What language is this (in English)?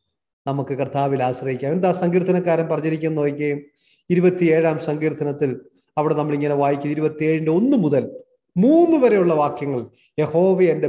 Malayalam